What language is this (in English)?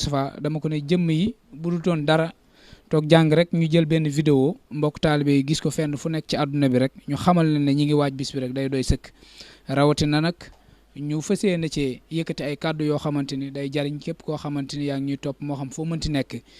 Wolof